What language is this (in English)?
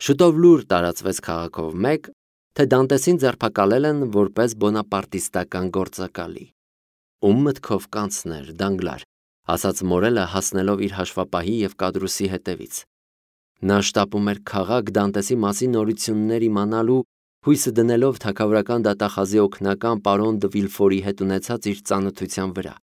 Armenian